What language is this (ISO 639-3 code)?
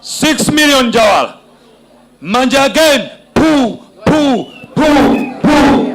nya